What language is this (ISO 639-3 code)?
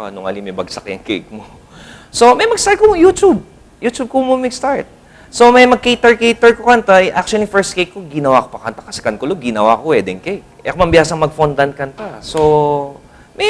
pam